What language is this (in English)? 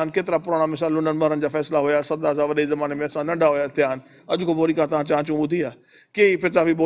Sindhi